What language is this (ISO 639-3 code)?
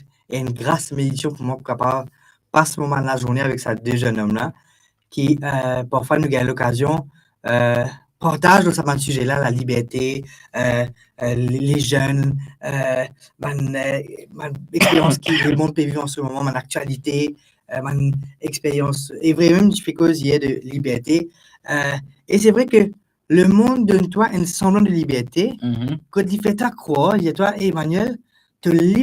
mfe